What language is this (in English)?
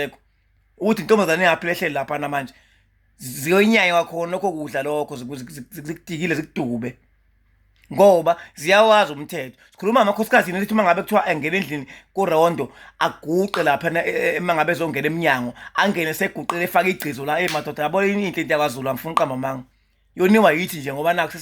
Zulu